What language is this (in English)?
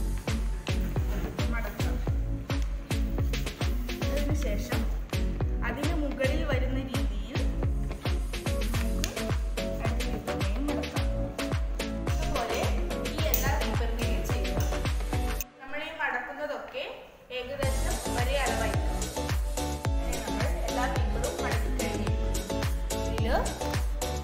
Malayalam